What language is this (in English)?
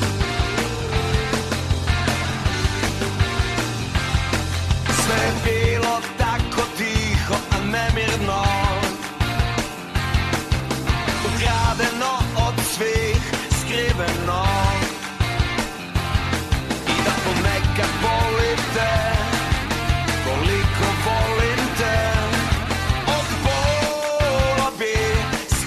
Serbian